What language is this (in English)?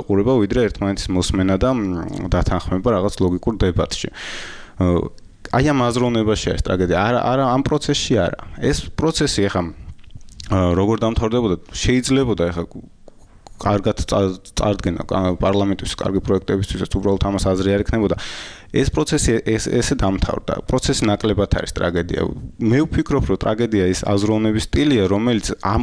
Georgian